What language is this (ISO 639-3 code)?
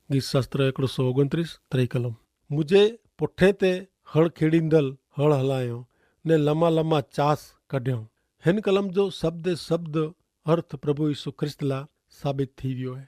kfr